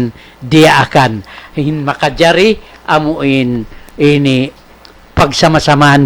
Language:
Tausug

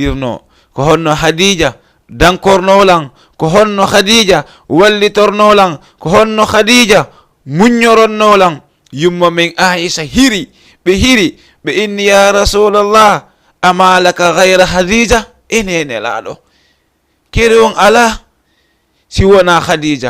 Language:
Fula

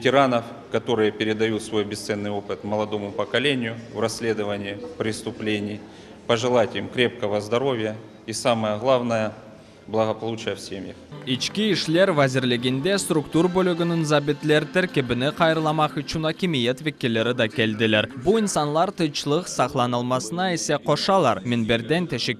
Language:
Crimean Tatar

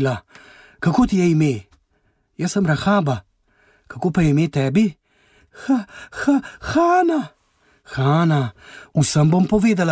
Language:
Slovenian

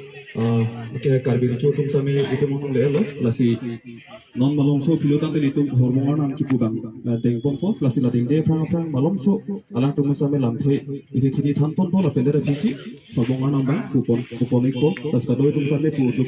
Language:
Karbi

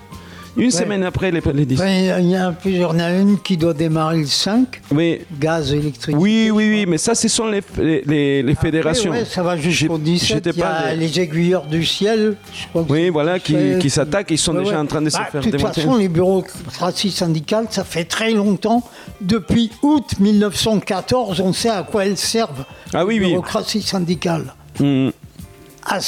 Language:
French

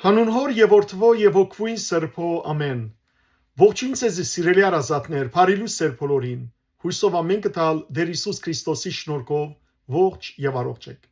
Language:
Western Armenian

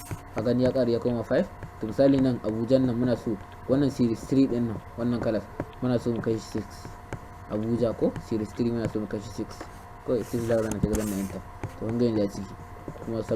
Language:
Hausa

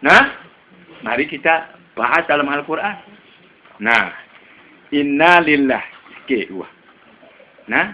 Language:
Sasak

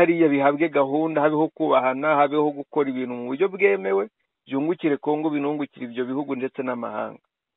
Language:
Kinyarwanda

